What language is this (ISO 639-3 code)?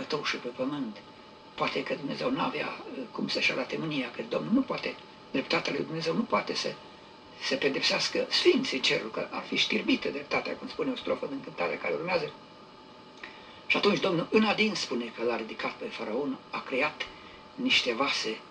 ron